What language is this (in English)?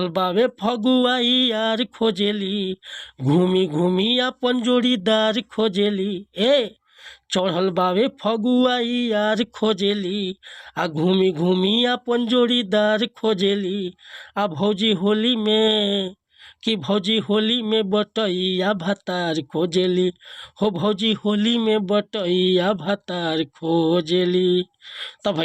Bhojpuri